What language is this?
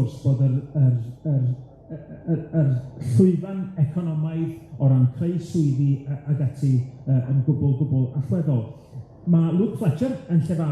Welsh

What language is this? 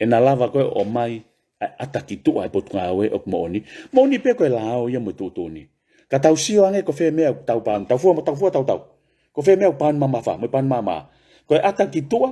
Tongan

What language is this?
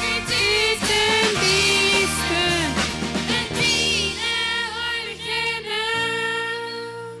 Plautdietsch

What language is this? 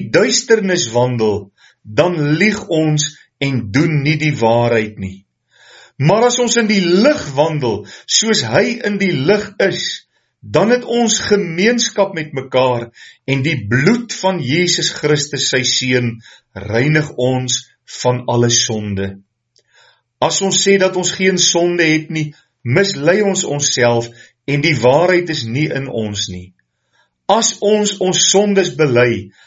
Afrikaans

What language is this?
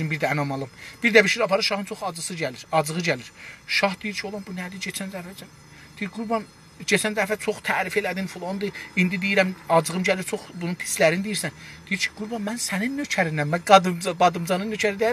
South Azerbaijani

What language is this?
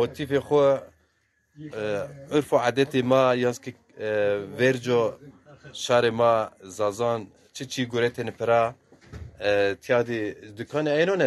Zaza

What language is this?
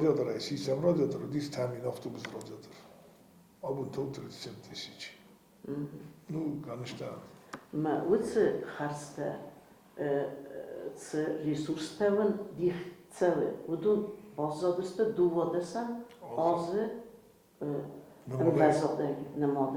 Ossetic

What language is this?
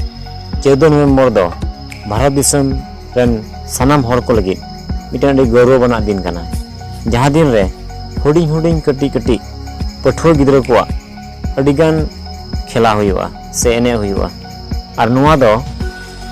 Santali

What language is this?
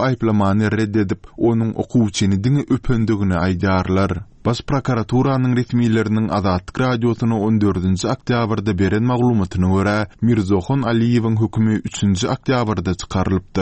Turkmen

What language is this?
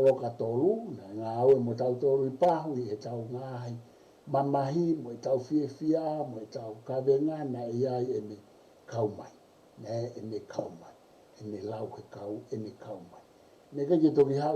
Tongan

